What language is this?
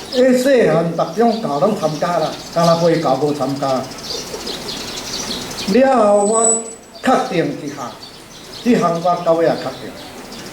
Min Nan Chinese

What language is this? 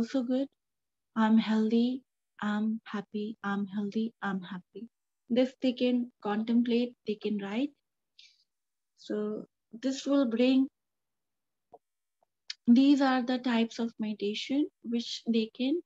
English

